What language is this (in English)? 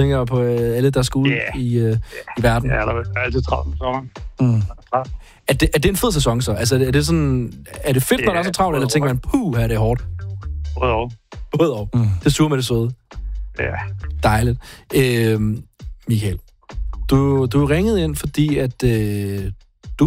Danish